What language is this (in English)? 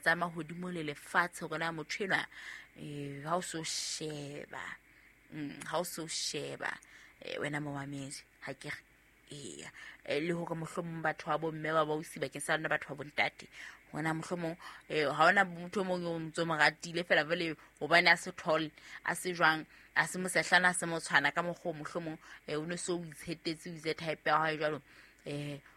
Southern Sotho